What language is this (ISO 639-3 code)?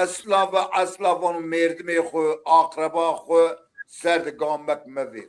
zza